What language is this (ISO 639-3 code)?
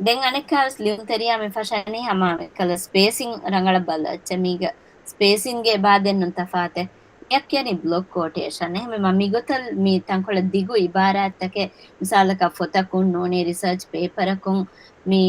div